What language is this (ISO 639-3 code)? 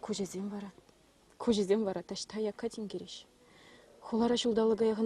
chv